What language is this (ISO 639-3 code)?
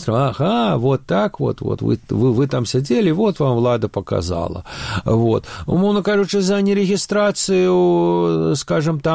bel